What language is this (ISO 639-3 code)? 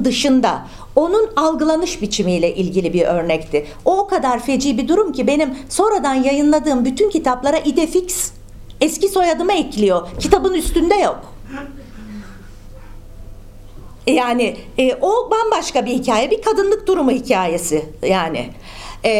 tur